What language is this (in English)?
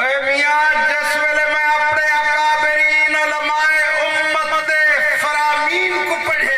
Saraiki